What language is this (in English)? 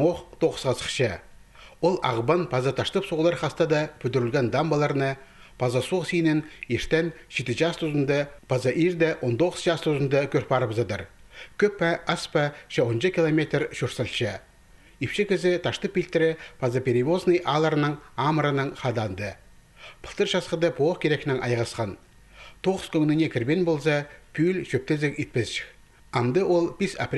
Khakas